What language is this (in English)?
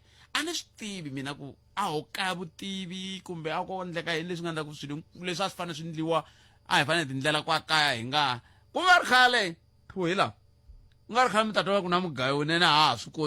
Tsonga